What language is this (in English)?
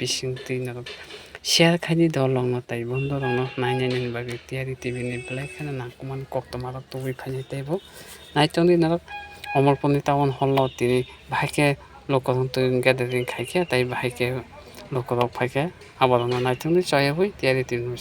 Kok Borok